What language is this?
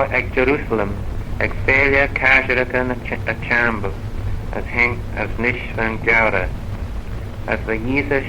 Manx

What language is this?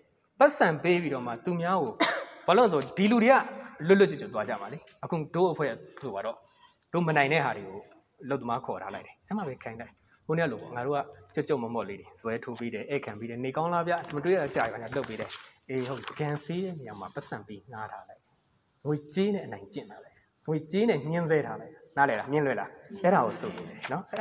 Burmese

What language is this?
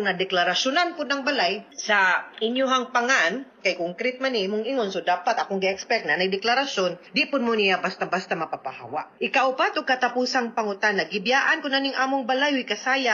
Cebuano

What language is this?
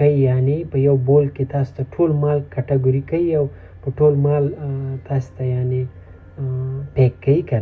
Pashto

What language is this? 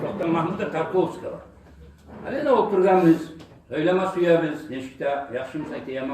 Kumyk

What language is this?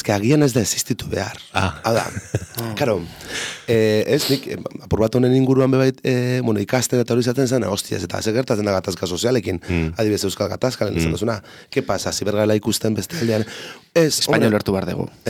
Basque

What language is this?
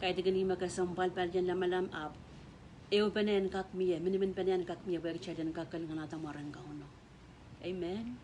Pohnpeian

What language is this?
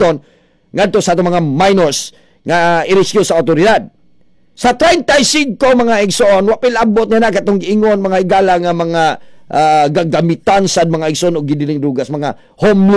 Cebuano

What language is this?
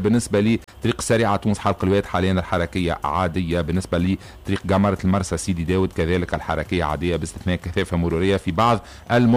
Tunisian Arabic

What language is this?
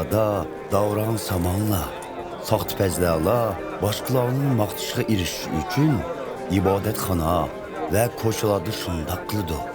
Uyghur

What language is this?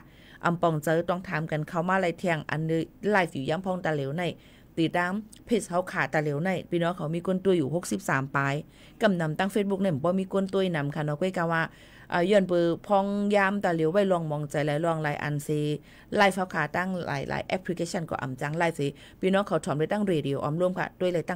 Shan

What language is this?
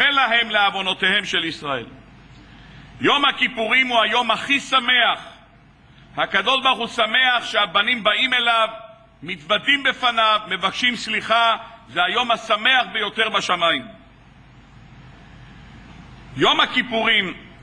Hebrew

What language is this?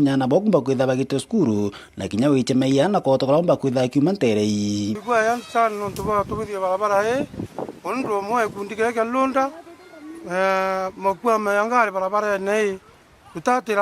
Meru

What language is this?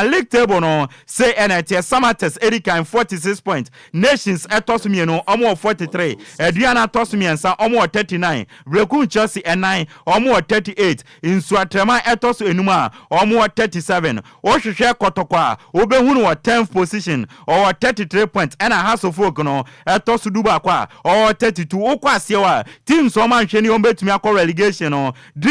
Akan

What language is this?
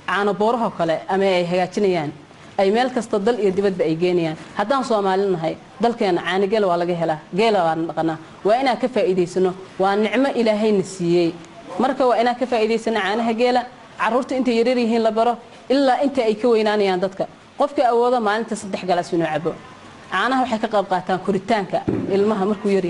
Somali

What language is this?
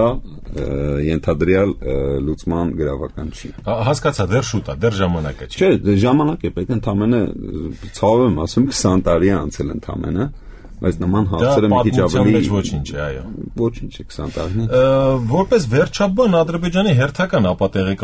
Armenian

